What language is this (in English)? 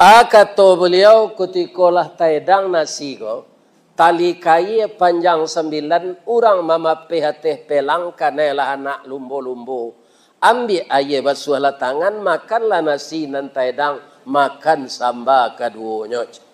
Minangkabau